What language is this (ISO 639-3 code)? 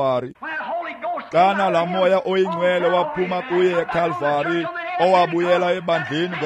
xho